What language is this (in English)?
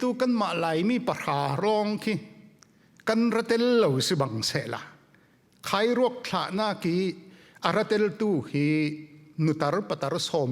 Falam Chin